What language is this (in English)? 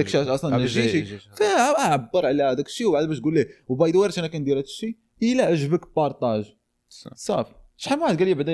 Moroccan Arabic